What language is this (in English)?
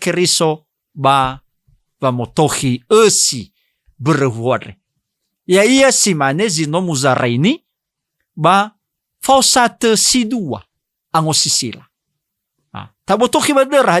Nias